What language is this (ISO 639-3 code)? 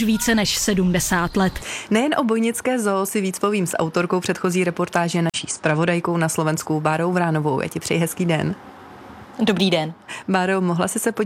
ces